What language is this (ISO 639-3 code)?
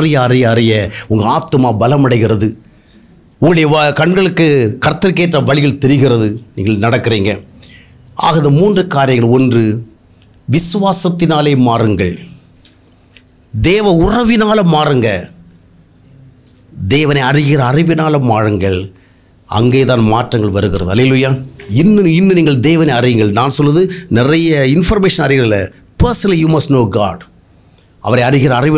tam